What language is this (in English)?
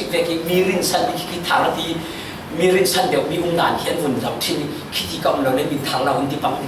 Falam Chin